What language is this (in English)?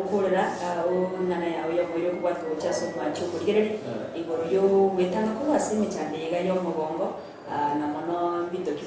Gusii